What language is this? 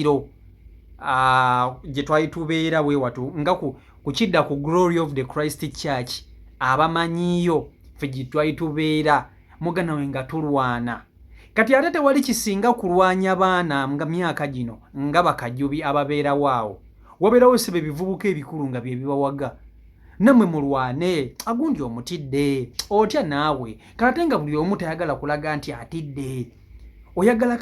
Ganda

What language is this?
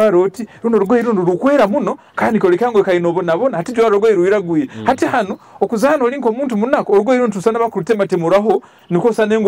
Nyoro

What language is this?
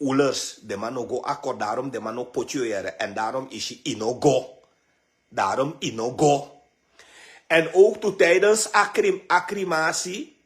Sranan Tongo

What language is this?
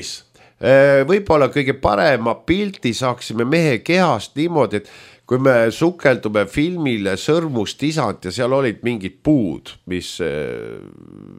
Estonian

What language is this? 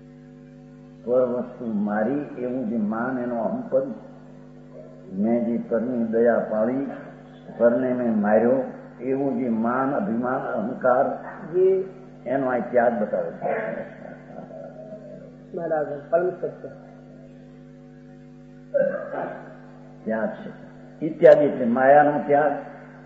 Gujarati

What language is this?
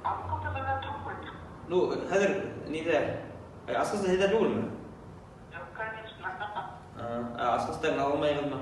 Bashkir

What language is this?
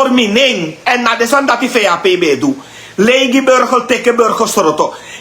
Sranan Tongo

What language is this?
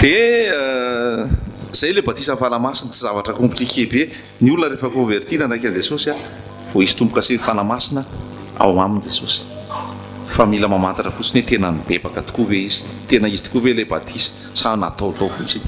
Malagasy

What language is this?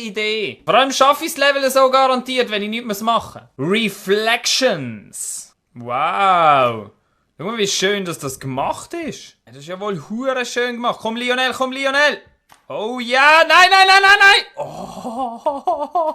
Swiss German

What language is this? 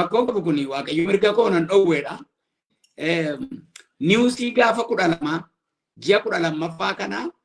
Oromo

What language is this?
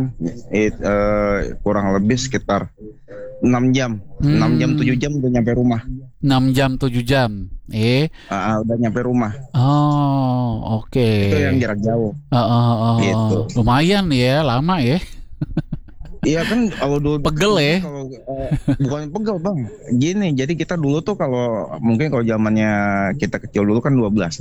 Indonesian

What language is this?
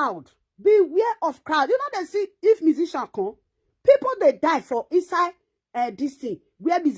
Nigerian Pidgin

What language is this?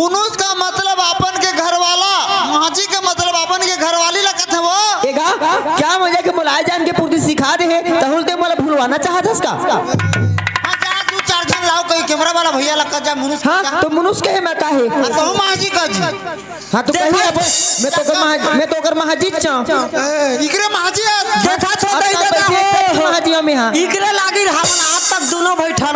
Chhattisgarhi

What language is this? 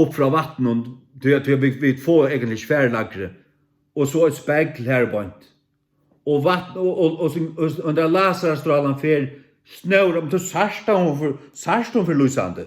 Faroese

